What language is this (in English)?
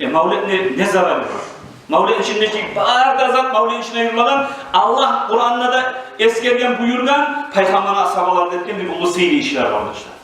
Kumyk